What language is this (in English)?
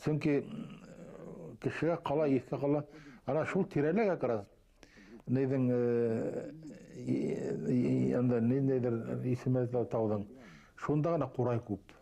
Bashkir